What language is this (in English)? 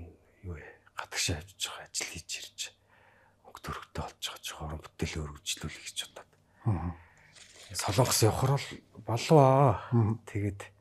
Mongolian